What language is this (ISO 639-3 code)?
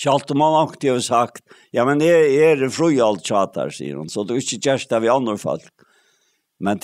fao